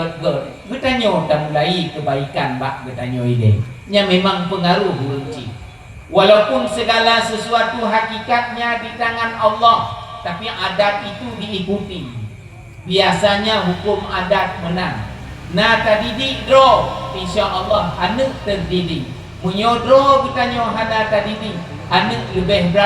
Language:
Achinese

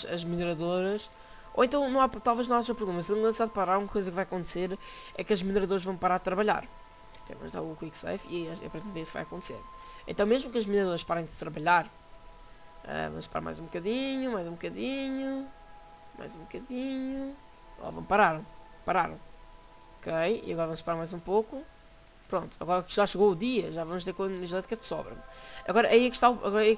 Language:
Portuguese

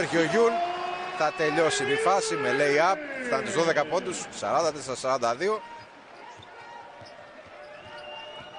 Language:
Greek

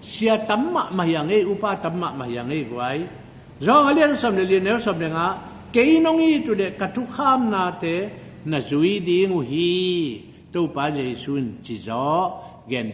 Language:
Tedim Chin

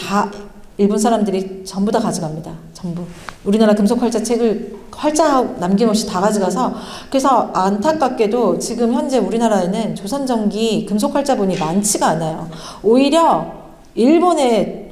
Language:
Korean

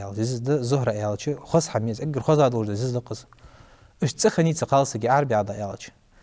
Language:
Ingush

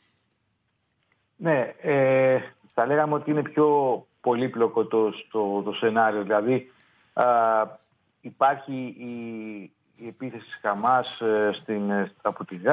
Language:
Greek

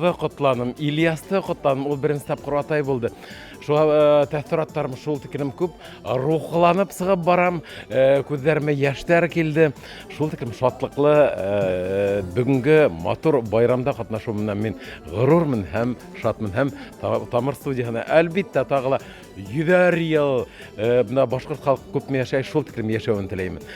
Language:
Bashkir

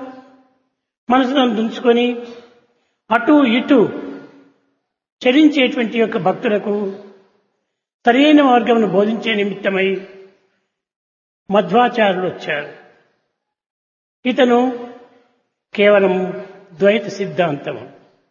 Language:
Telugu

